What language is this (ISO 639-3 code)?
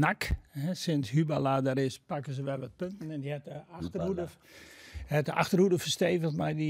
fry